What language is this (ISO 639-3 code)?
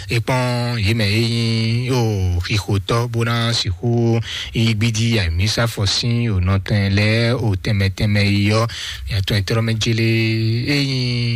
fon